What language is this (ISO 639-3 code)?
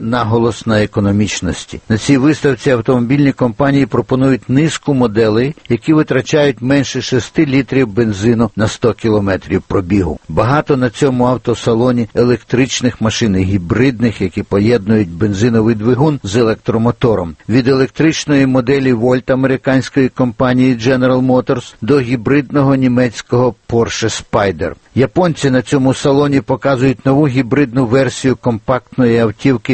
ukr